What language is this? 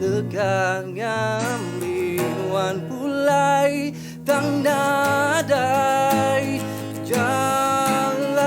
Iban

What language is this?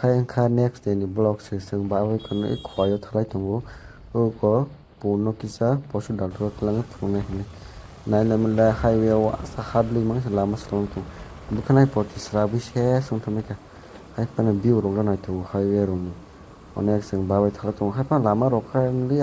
Kok Borok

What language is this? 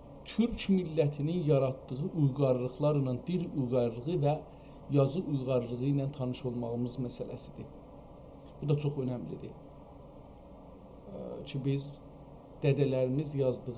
South Azerbaijani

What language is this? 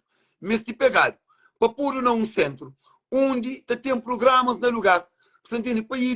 Kabuverdianu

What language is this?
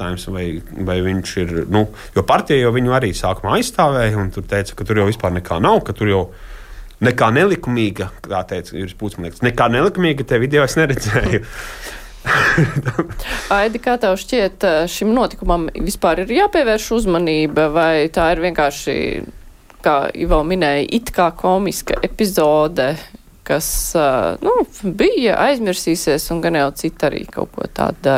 Latvian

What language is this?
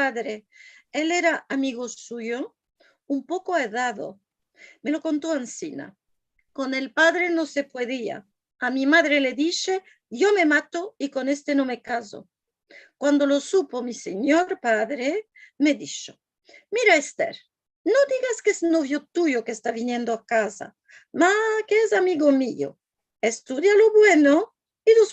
Ladino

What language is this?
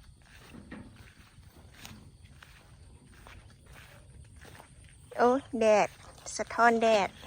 Lao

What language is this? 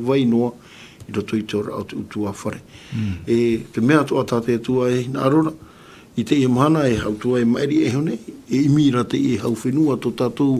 Tahitian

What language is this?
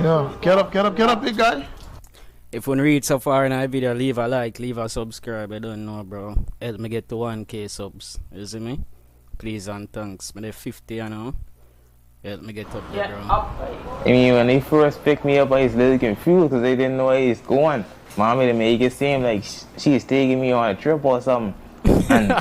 Jamaican Creole English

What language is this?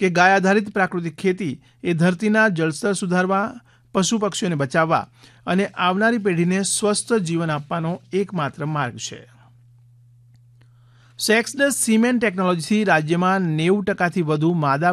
Gujarati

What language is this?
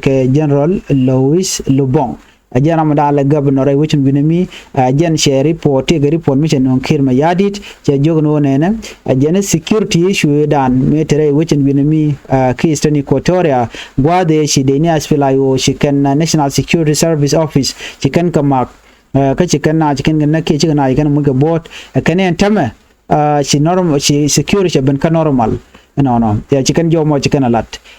Nuer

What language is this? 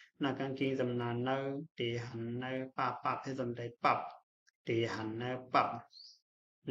Shan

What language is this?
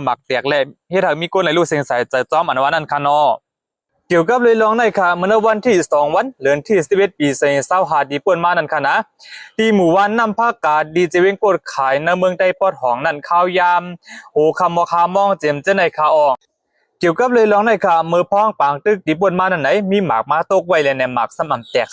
Shan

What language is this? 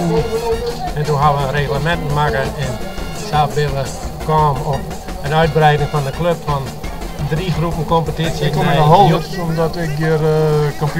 Western Frisian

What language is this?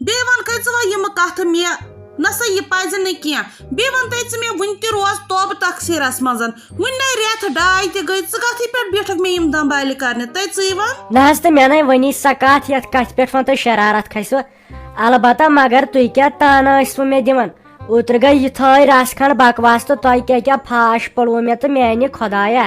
Kashmiri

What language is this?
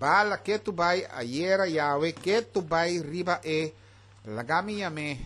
Papiamento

